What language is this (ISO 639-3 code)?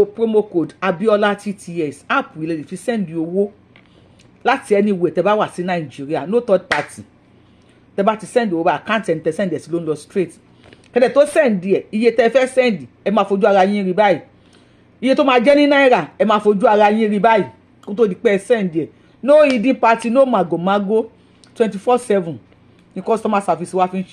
yor